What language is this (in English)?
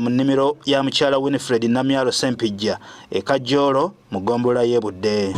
Ganda